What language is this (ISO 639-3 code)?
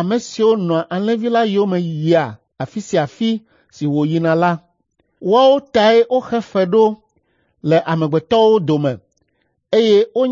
ewe